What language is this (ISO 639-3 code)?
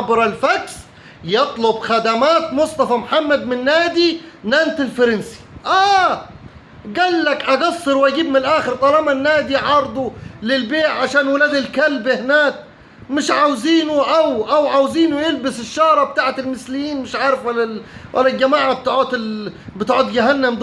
arz